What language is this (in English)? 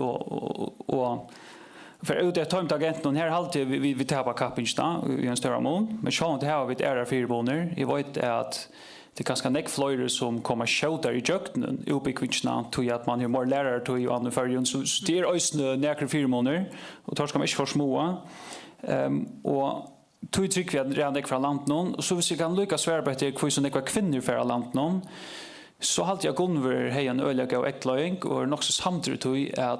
Faroese